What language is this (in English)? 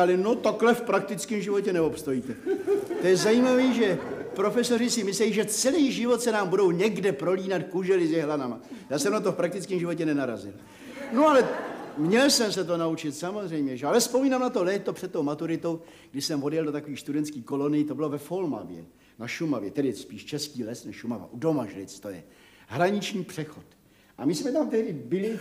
Czech